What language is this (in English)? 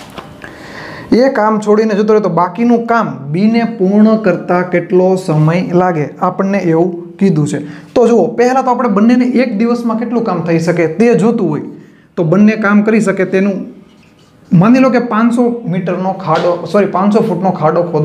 Gujarati